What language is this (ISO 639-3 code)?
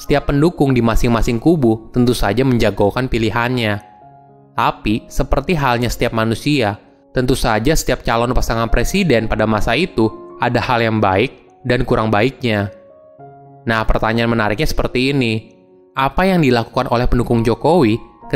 ind